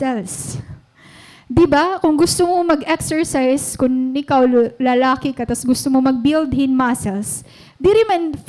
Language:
Waray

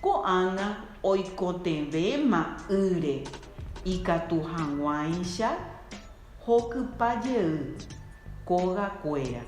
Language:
Guarani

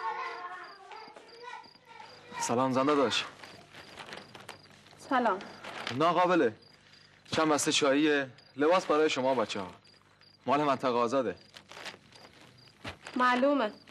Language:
Persian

